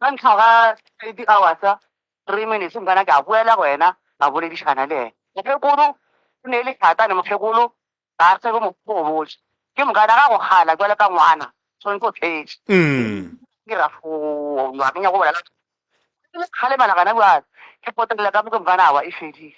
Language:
Northern Sotho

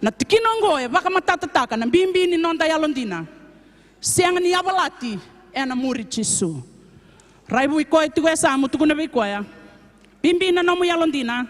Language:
Fijian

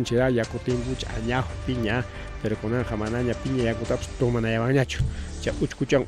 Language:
Ayacucho Quechua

